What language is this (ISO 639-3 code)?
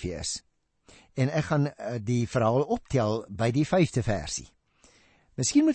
afr